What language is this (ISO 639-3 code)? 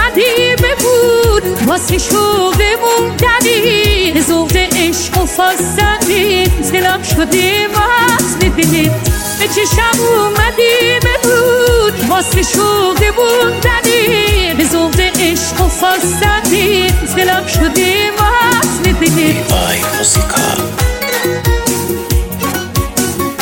fas